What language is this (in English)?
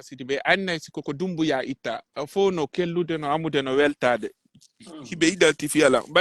Pular